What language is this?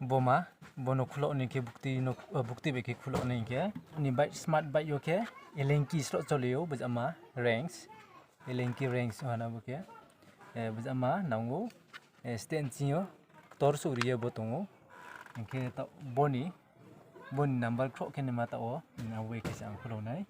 Riang (India)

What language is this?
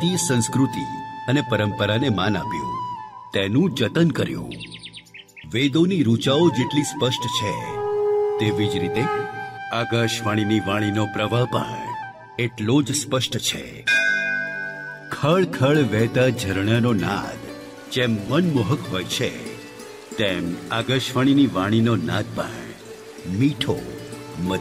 Gujarati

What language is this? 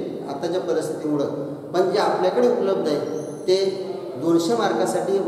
Marathi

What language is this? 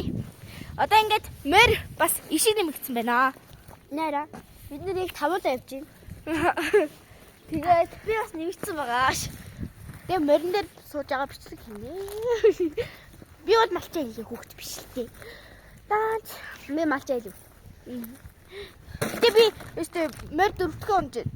Mongolian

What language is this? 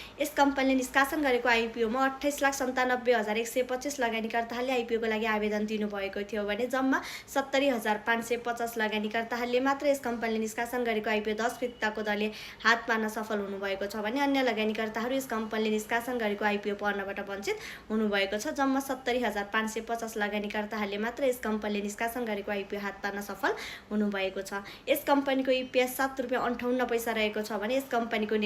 Nepali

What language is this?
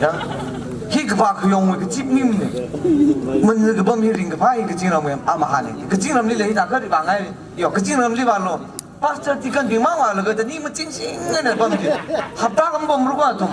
Tangkhul Naga (India)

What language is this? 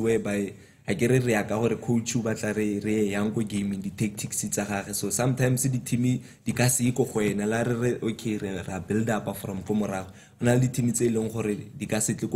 Tswana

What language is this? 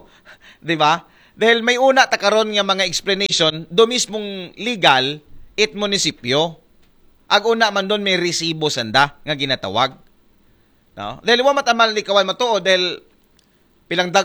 Aklanon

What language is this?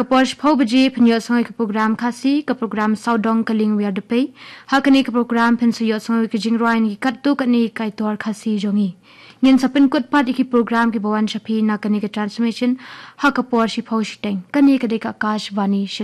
Khasi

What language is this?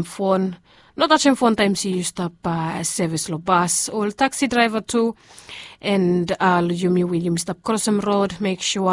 Bislama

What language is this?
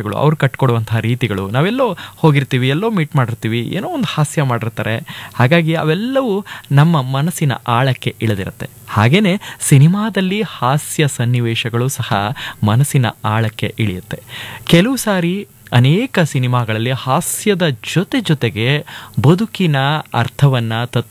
Kannada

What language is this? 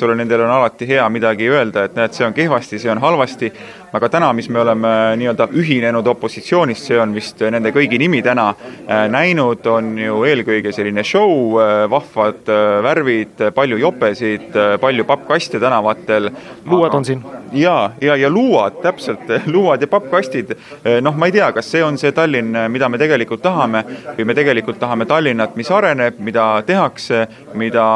Estonian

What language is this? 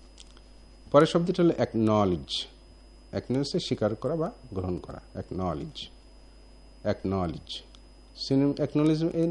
Bangla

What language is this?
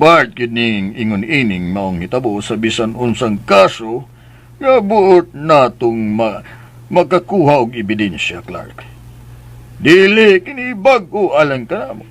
Cebuano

